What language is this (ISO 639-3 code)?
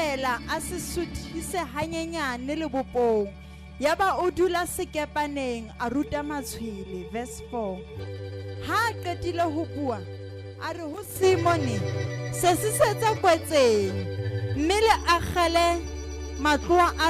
sot